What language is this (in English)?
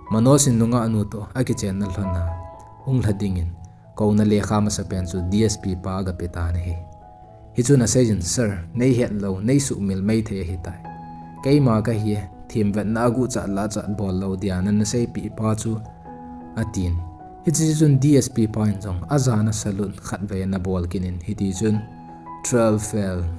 Thado Chin